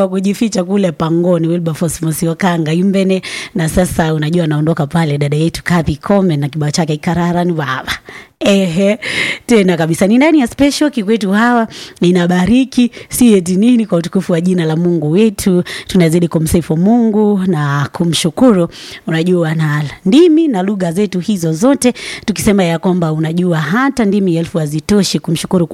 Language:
Swahili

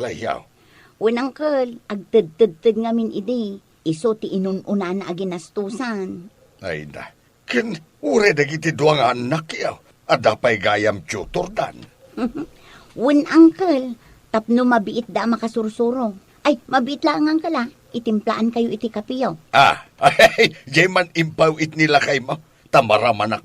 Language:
Iloko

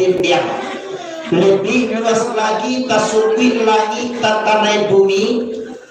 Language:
Minangkabau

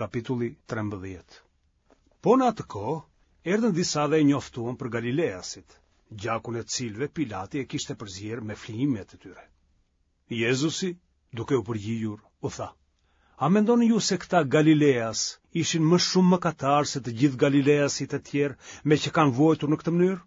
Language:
Albanian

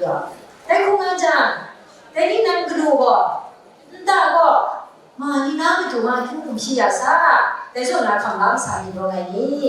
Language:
Kachin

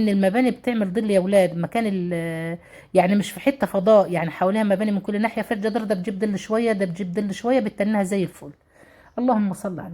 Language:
Egyptian Arabic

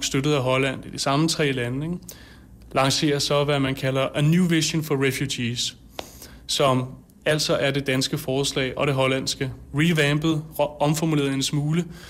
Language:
Danish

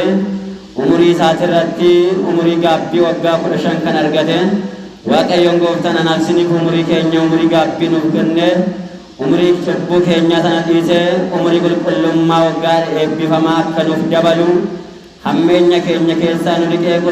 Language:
Oromo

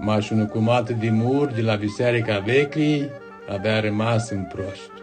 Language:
Aromanian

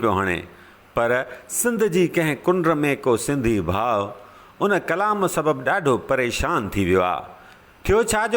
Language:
Sindhi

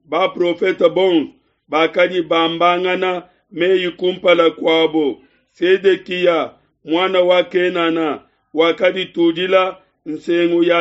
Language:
Luba-Lulua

